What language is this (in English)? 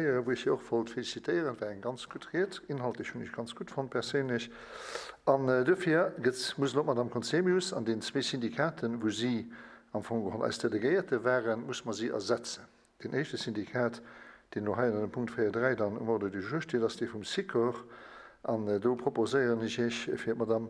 Luxembourgish